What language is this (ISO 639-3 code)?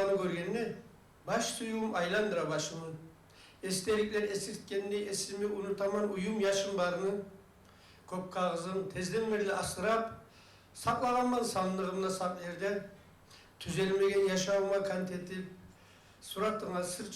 kum